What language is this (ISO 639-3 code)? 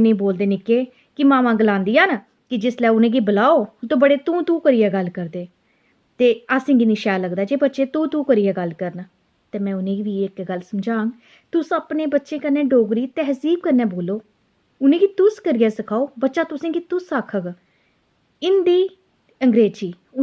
doi